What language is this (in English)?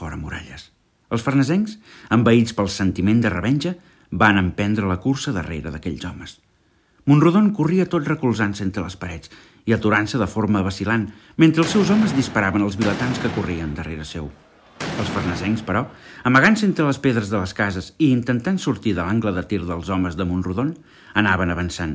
Catalan